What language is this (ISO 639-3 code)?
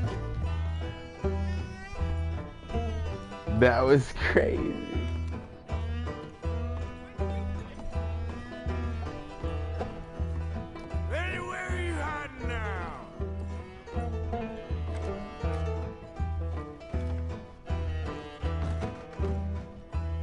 eng